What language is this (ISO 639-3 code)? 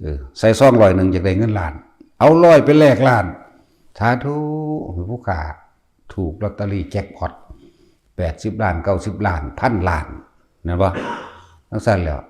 tts